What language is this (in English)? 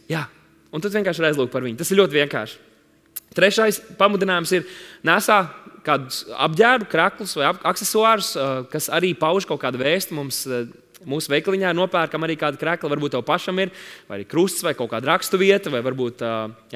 Latvian